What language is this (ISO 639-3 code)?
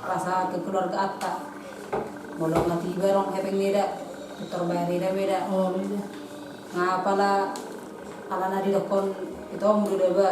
bbc